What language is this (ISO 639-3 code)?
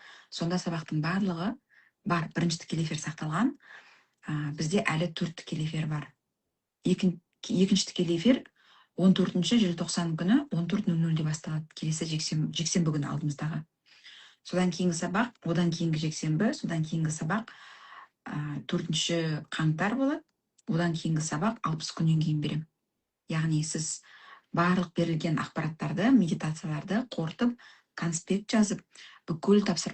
kaz